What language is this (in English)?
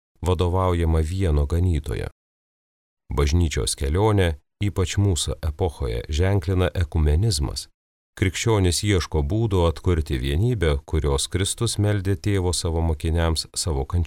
Lithuanian